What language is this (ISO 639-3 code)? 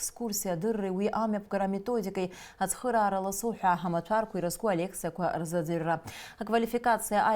abk